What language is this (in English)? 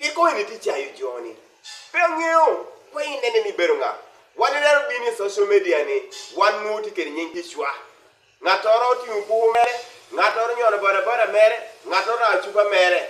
Acoli